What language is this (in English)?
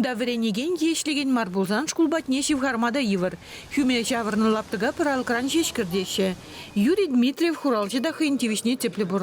Chuvash